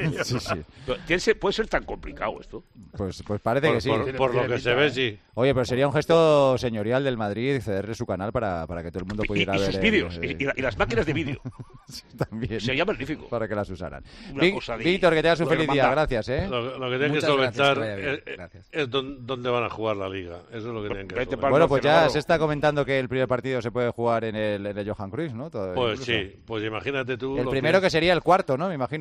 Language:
Spanish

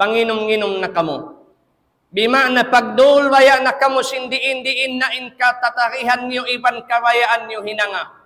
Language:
Tausug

